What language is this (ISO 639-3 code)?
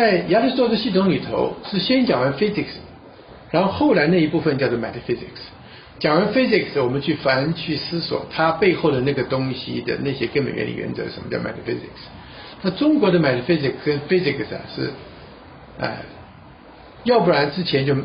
zho